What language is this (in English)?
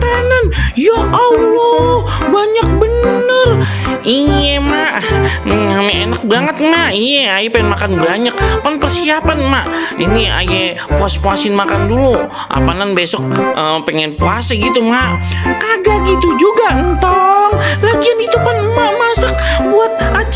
Betawi